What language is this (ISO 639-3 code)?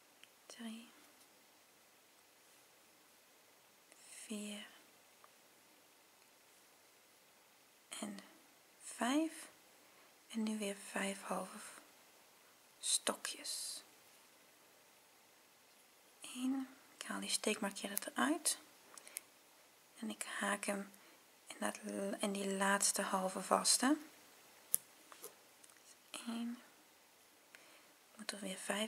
nld